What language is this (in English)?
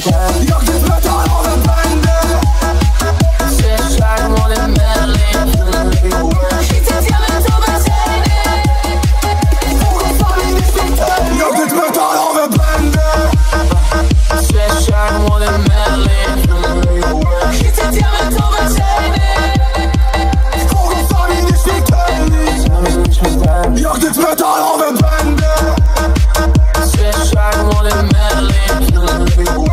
Polish